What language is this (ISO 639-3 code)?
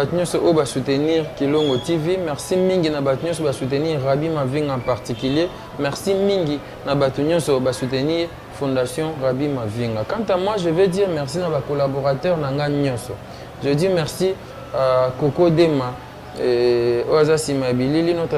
lin